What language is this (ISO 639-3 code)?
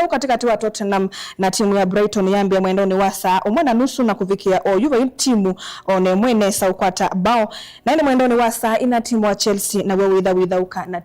kam